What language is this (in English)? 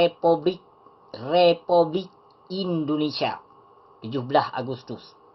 Achinese